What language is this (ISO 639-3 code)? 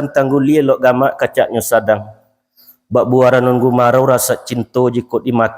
min